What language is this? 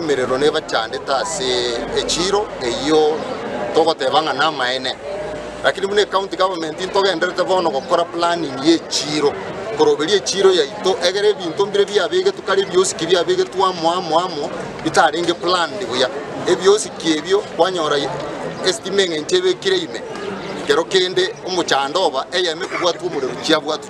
Gusii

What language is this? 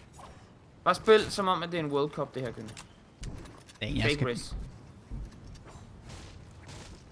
Danish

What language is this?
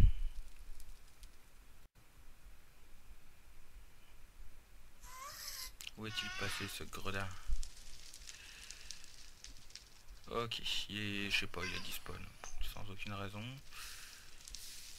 French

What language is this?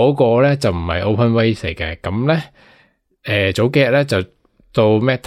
Cantonese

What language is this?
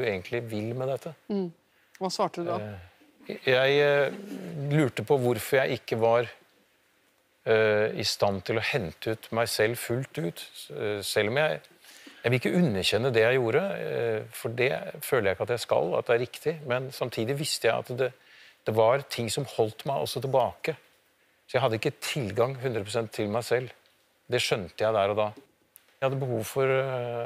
Norwegian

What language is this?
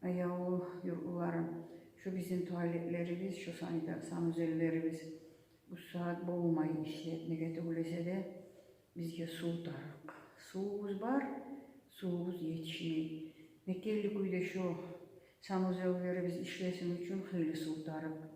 Kumyk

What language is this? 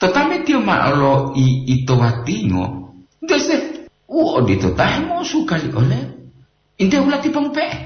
Gorontalo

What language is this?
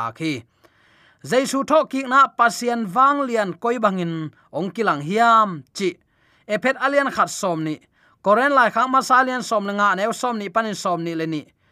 Tedim Chin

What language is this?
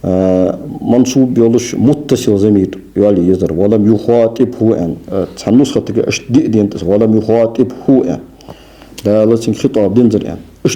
Ingush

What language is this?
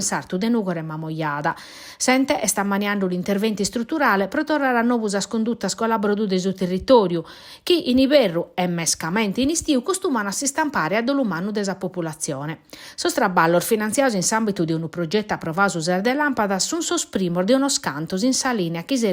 Sardinian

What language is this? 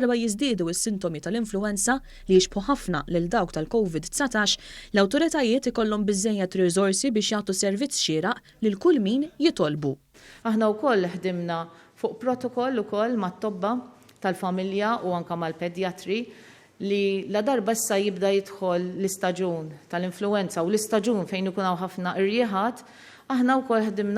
Maltese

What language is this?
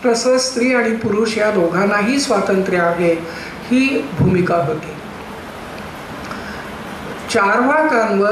Marathi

